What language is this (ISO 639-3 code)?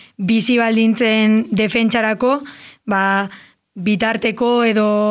eus